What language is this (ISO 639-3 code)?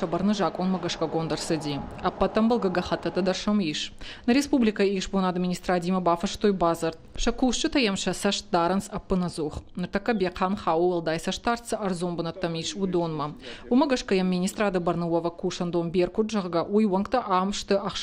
oss